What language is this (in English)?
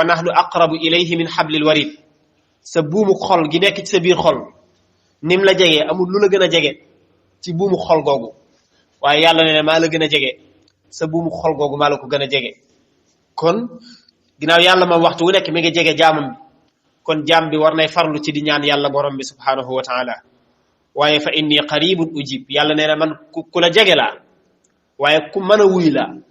Wolof